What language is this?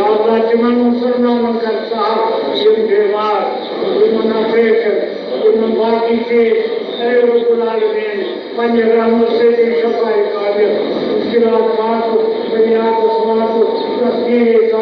Kashmiri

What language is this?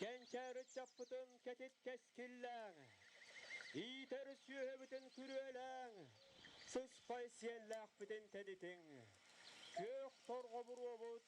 Yakut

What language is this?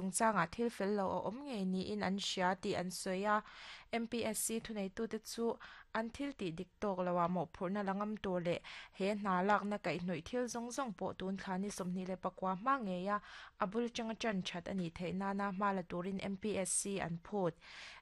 Mizo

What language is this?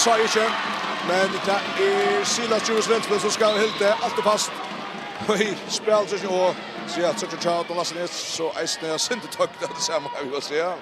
Faroese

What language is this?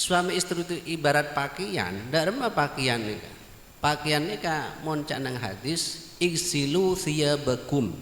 Madurese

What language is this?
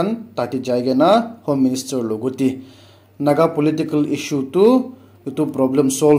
Naga Pidgin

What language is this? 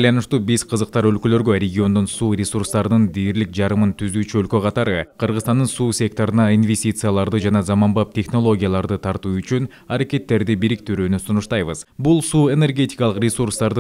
Kyrgyz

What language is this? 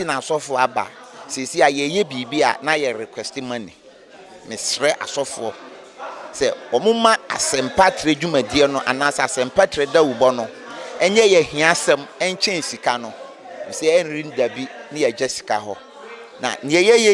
Akan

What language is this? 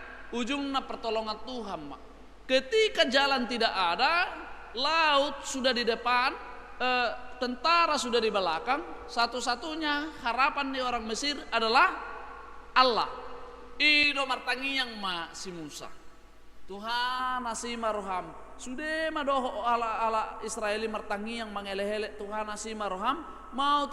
Batak Toba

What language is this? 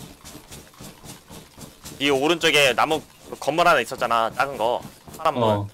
Korean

